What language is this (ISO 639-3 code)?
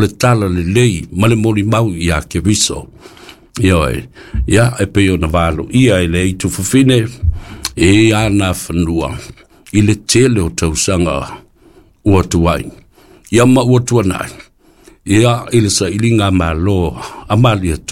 smo